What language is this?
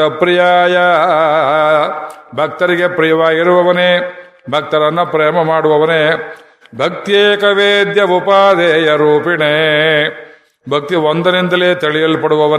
Kannada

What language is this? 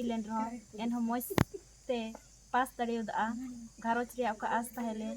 Santali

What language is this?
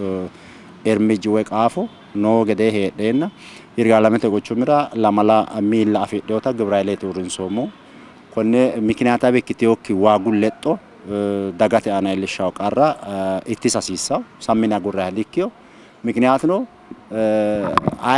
Sidamo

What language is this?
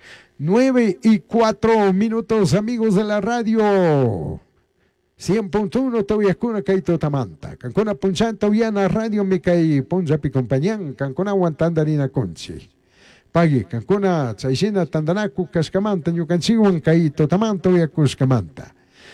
Chimborazo Highland Quichua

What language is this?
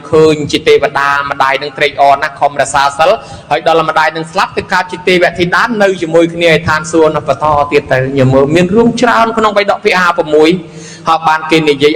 Khmer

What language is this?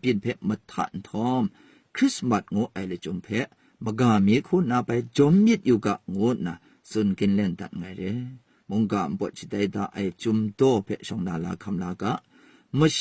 Kachin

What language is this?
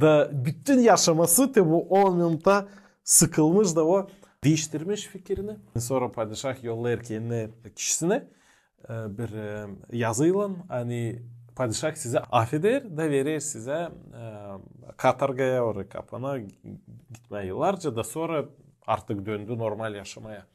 Gagauz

